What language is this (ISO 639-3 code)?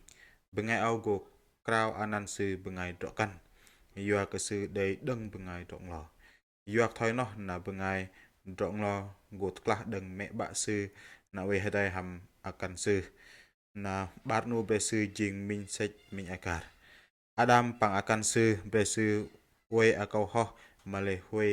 bdq